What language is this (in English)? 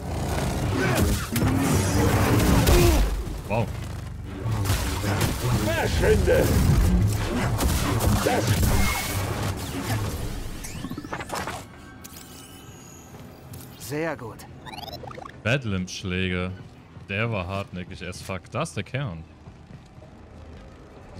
German